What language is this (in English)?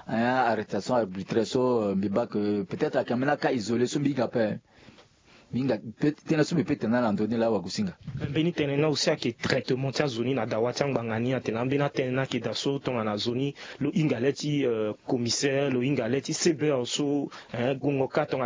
Sango